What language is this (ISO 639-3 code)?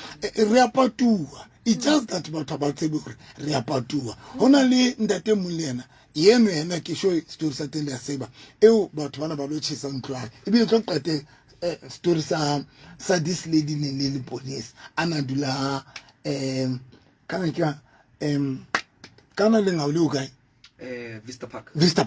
sot